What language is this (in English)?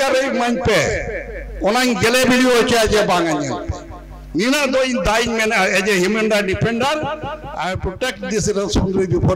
Santali